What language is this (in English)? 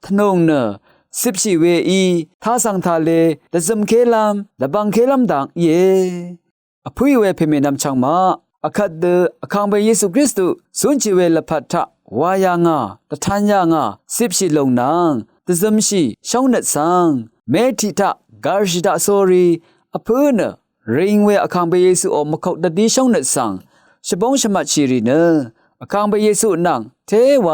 Rawang